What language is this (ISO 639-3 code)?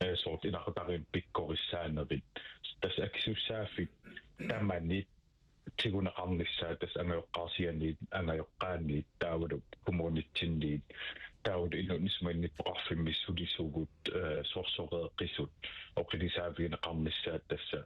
kal